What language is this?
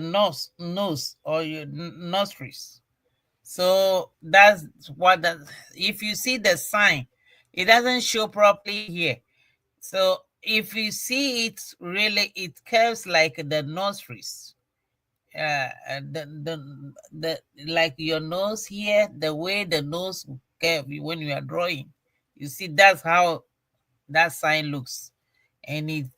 Ewe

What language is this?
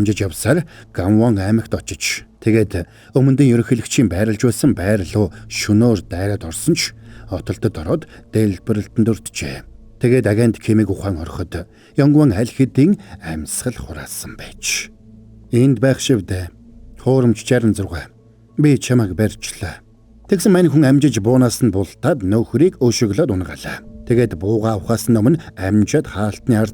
Mongolian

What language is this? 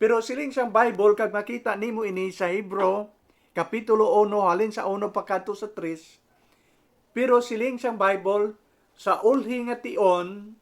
Hiligaynon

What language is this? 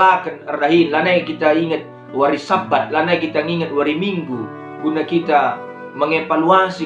Batak Karo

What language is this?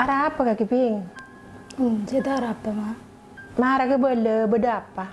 Madurese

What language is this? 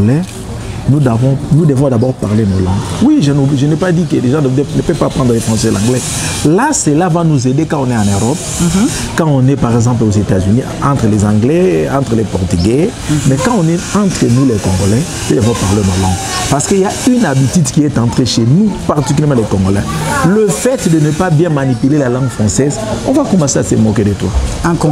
French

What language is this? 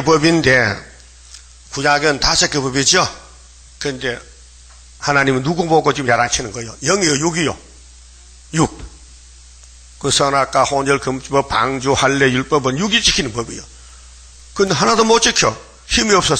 Korean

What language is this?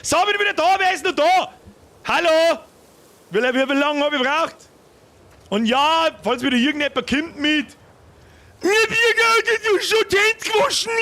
Bavarian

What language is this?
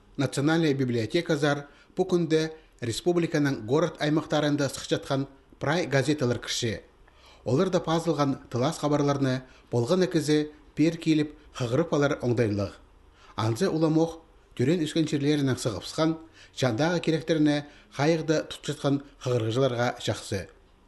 Khakas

